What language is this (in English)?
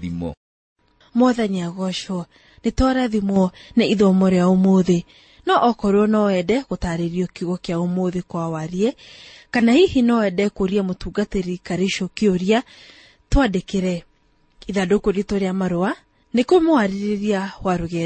Kikuyu